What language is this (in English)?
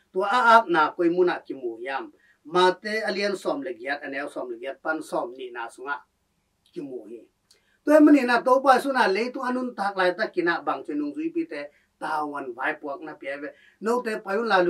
Tedim Chin